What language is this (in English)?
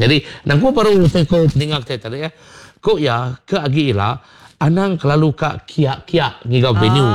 Iban